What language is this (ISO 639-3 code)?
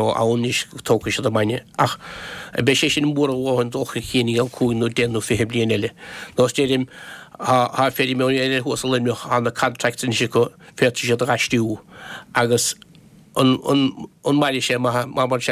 gle